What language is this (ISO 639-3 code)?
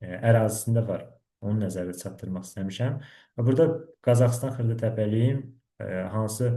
aze